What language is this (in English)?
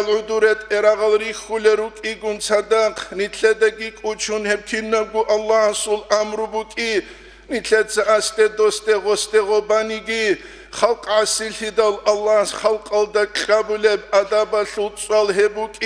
Avaric